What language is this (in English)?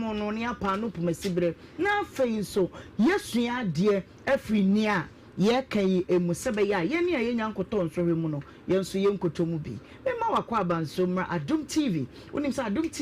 Akan